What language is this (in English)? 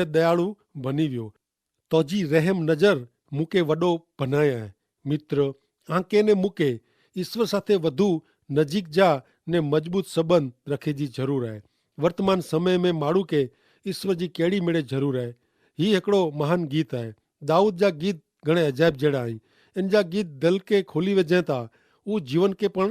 Kachhi